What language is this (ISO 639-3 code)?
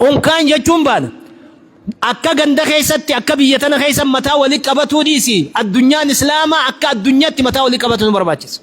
orm